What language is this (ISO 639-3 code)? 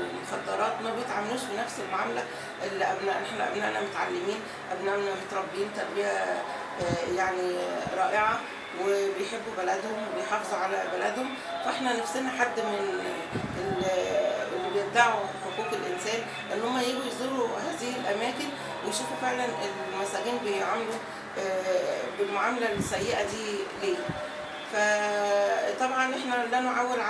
arz